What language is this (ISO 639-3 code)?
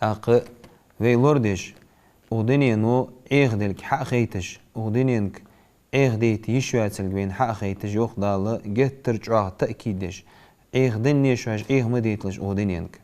inh